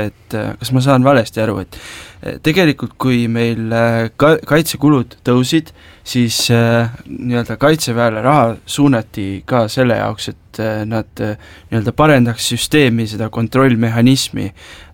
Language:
Estonian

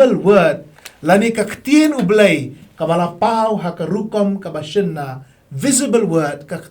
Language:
Khasi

